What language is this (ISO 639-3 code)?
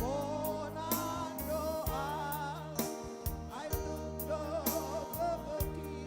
bts